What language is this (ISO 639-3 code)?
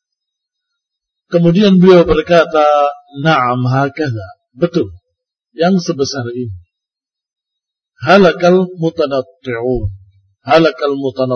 ind